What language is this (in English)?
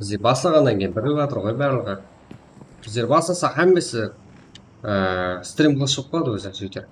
Kara-Kalpak